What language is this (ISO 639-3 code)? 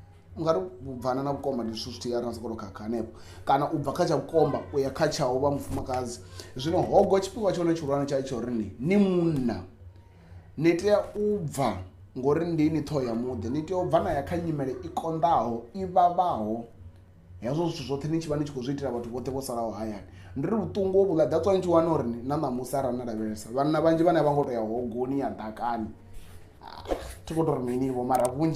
ven